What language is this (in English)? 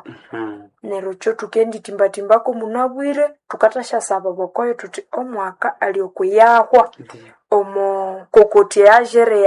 Nande